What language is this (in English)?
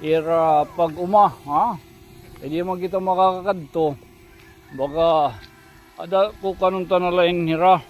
Waray